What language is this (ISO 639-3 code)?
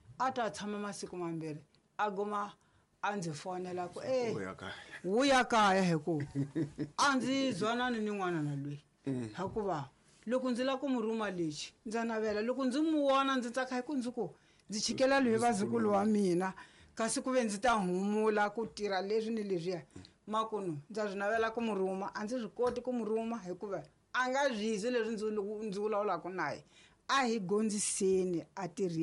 tso